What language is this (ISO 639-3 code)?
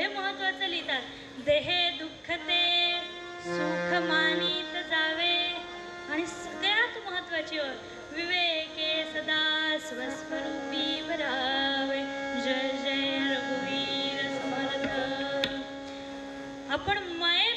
mar